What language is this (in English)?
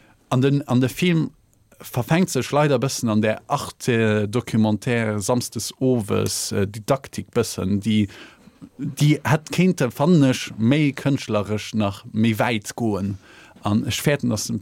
Luxembourgish